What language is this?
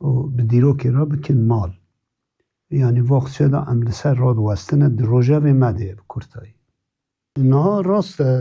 Kurdish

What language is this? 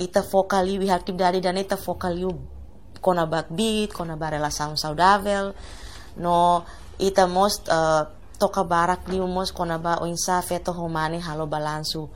Tetum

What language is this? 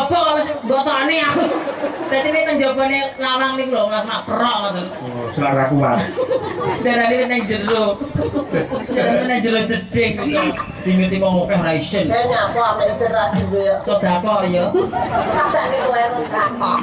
Javanese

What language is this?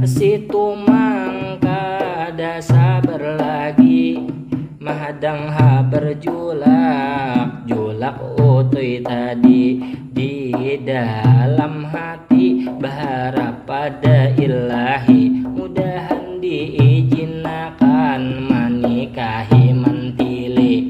Banjar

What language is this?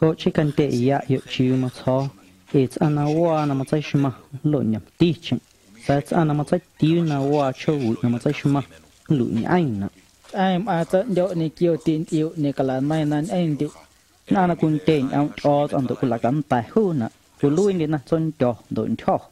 Guerrero Amuzgo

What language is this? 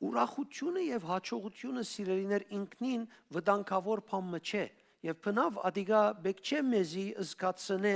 Western Armenian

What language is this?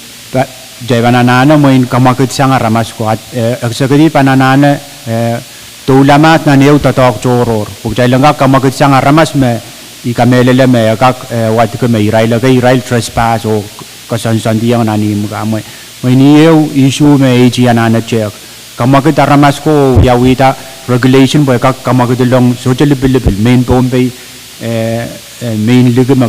Pohnpeian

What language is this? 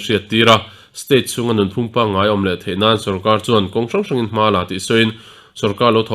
Mizo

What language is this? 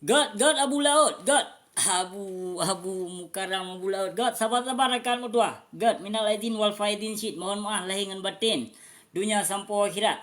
Achinese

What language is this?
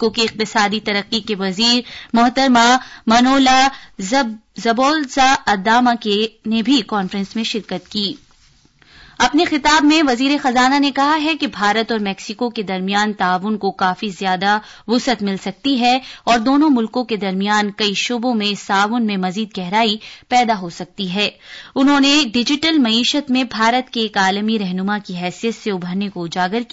Urdu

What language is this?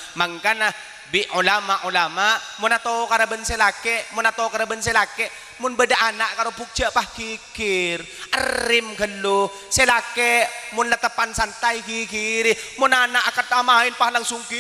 Madurese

